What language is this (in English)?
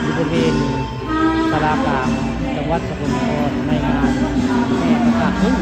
Northeastern Thai